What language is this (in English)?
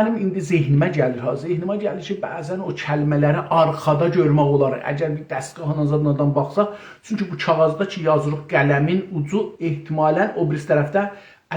South Azerbaijani